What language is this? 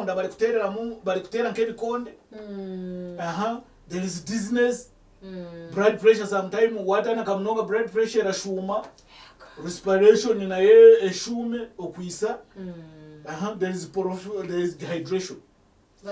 Nyankole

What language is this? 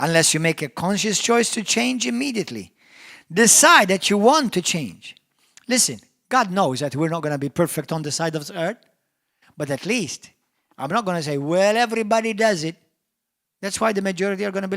English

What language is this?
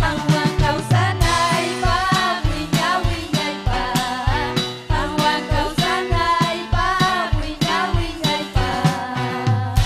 Ayacucho Quechua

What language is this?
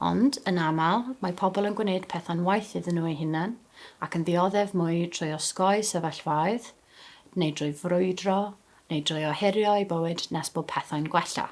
Welsh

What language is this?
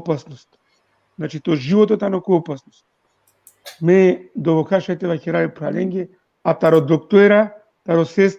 Balkan Romani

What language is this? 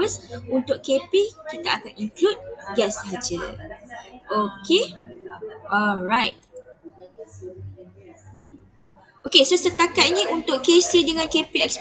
Malay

